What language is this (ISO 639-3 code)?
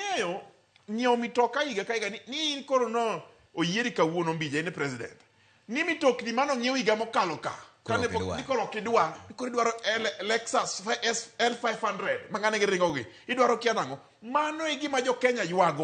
luo